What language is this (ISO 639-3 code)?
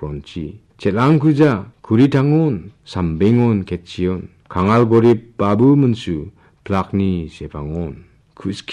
grt